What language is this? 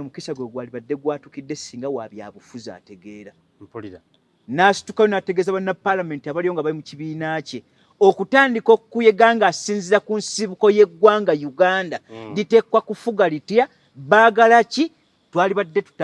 Ganda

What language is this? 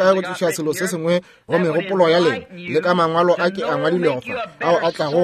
Northern Sotho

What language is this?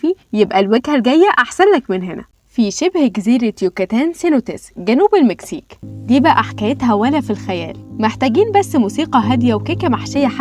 Egyptian Arabic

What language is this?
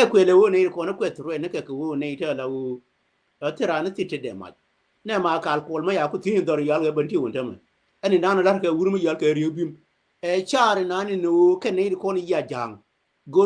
Nuer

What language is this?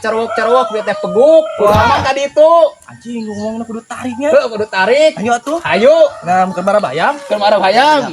Sundanese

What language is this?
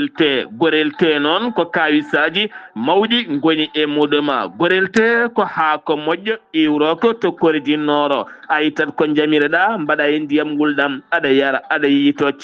Fula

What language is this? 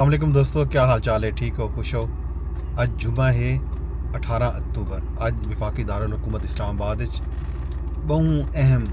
Saraiki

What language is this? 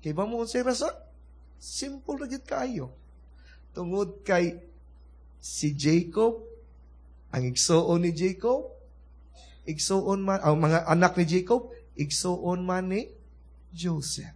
Cebuano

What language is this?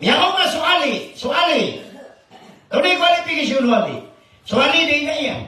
Maranao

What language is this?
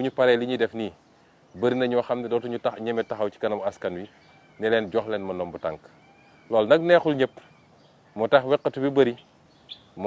Wolof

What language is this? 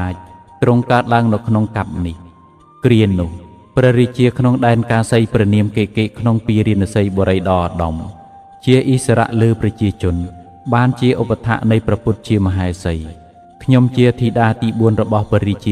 Khmer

